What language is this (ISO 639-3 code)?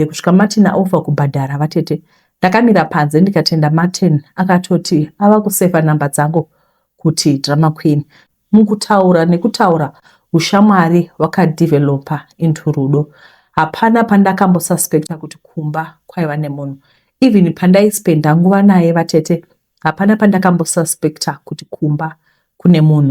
sna